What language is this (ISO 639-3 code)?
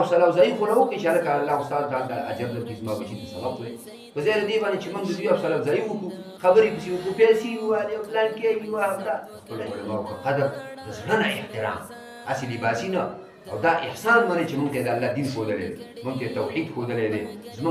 pus